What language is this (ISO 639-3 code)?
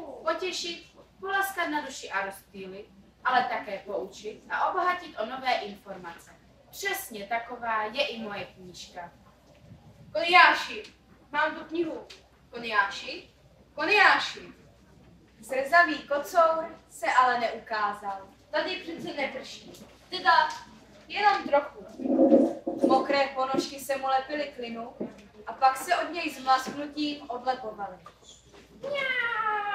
ces